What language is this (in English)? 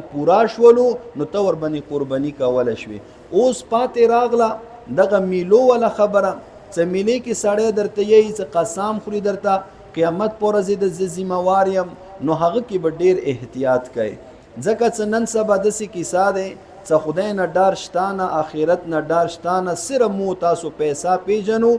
Pashto